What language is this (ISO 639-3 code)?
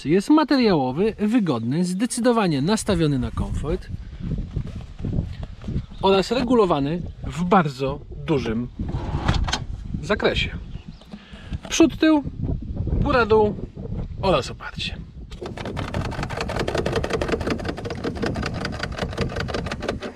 pol